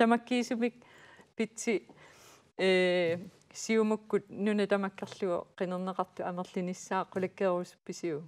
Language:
Kalaallisut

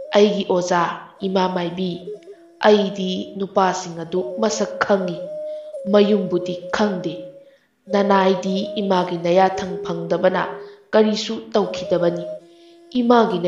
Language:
Manipuri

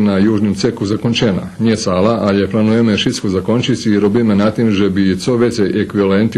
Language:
Rusyn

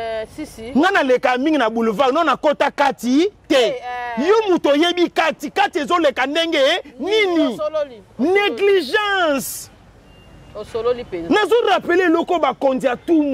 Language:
Lingala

